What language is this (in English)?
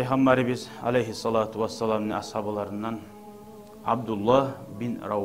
Kumyk